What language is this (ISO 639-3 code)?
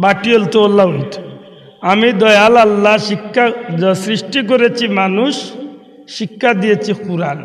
syl